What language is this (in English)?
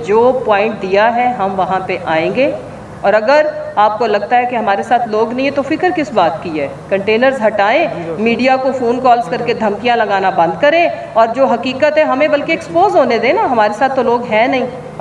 Urdu